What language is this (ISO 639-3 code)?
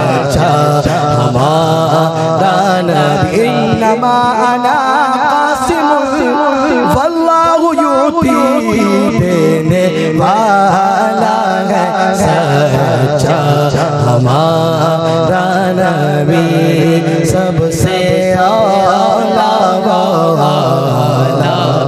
urd